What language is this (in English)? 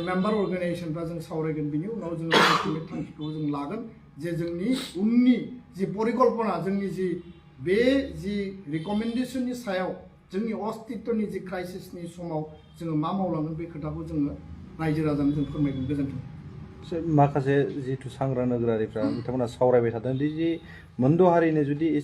Bodo